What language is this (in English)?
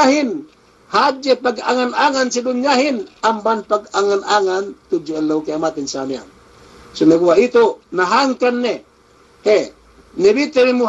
Yakan